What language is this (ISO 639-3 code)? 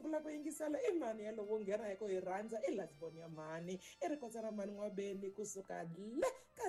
tso